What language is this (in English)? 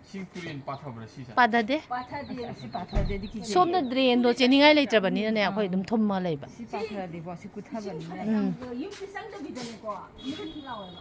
Manipuri